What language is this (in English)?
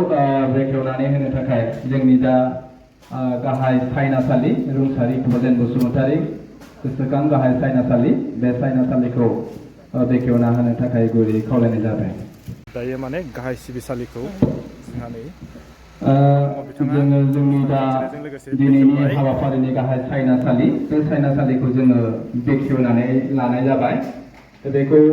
Bodo